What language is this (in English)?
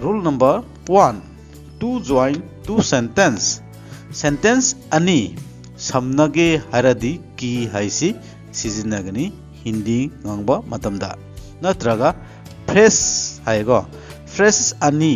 Manipuri